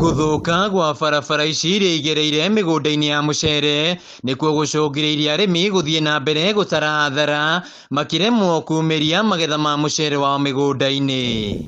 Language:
Kikuyu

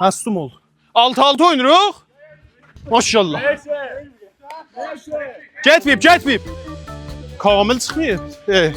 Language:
South Azerbaijani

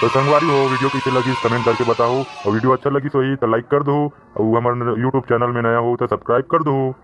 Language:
Chhattisgarhi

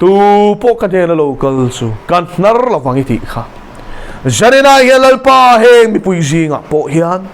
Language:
Mizo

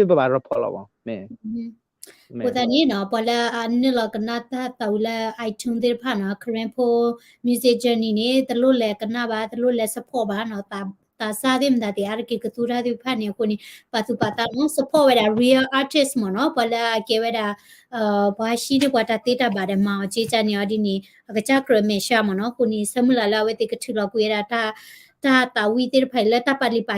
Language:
S'gaw Karen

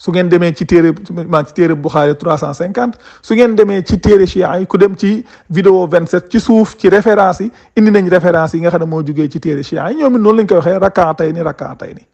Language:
Wolof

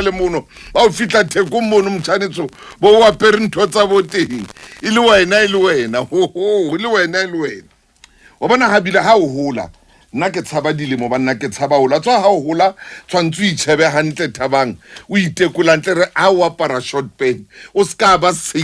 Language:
Southern Sotho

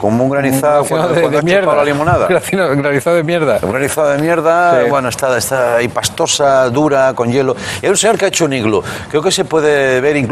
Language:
Spanish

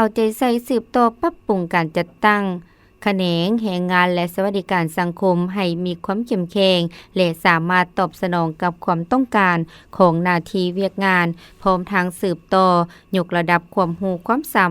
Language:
Lao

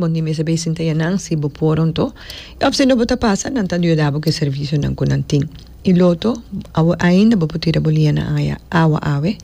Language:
Papiamento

